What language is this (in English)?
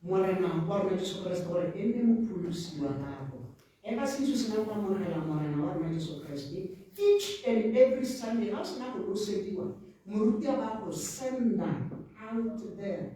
Tswana